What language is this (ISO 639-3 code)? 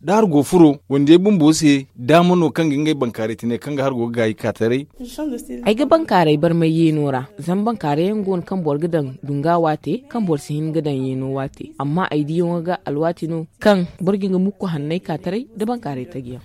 dje